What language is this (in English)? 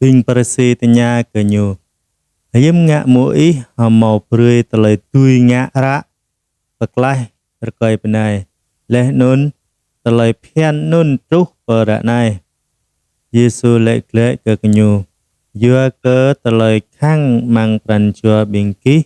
Jarai